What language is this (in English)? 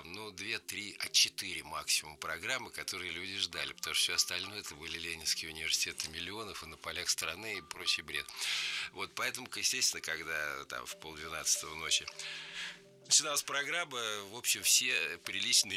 Russian